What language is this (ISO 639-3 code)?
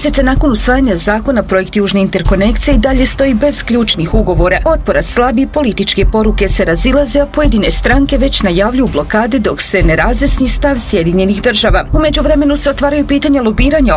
bos